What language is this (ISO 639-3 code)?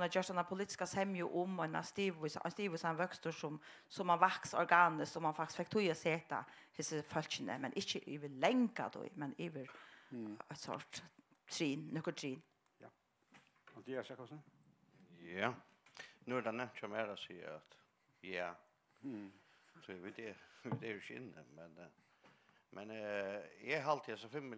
fao